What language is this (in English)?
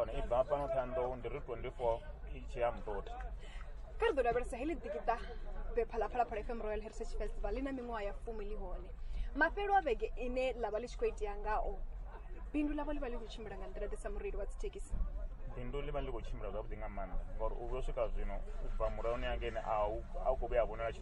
Venda